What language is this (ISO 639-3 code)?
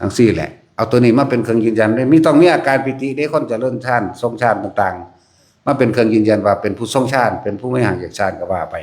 tts